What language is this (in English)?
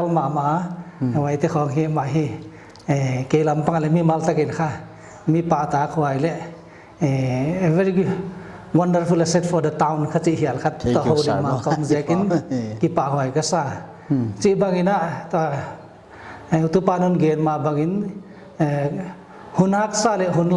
Paite Chin